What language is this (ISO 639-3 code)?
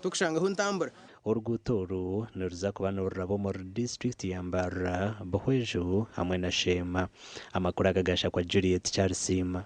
nyn